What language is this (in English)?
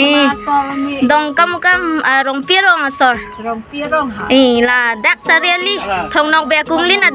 Karbi